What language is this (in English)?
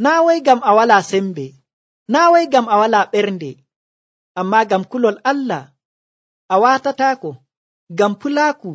Nigerian Fulfulde